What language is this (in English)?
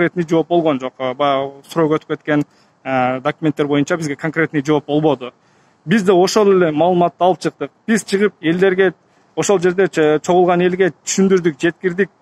Kyrgyz